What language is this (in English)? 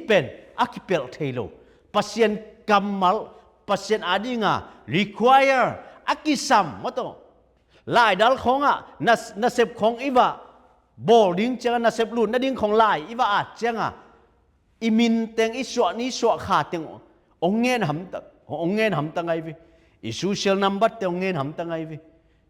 Tedim Chin